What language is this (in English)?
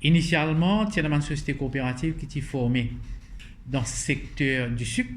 Morisyen